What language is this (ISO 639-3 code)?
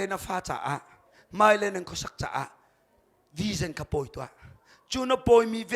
cnh